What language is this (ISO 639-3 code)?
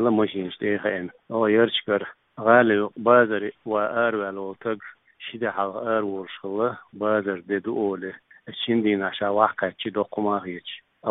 che